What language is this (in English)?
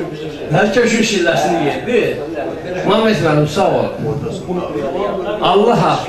Azerbaijani